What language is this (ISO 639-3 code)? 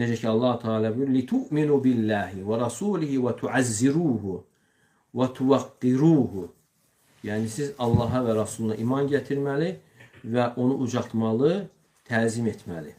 aze